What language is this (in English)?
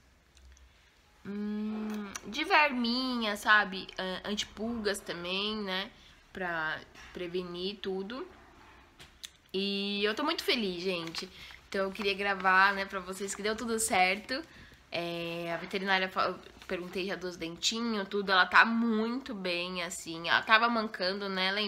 Portuguese